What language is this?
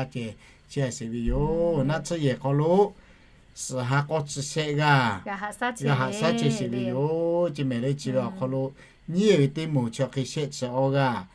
Lahu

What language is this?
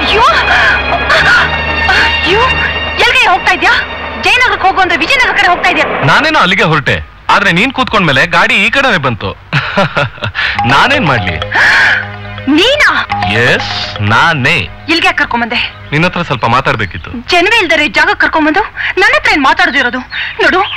Kannada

